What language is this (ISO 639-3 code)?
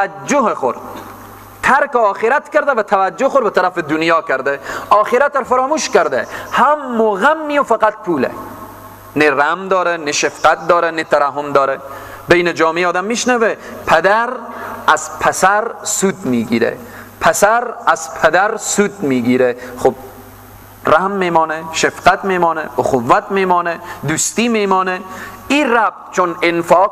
fas